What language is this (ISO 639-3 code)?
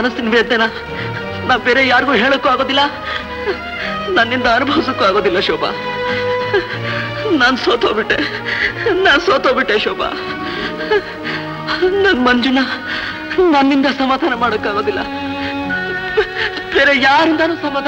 kan